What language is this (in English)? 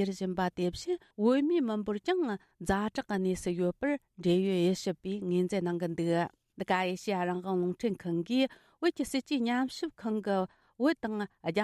Tibetan